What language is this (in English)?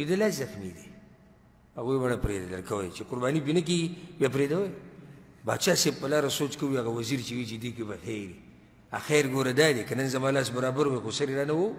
Pashto